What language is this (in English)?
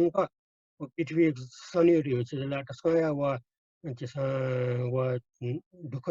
Newari